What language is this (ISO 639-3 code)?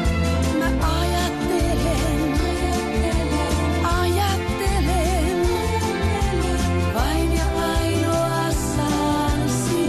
fin